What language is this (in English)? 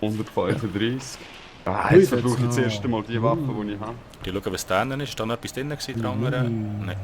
Swiss German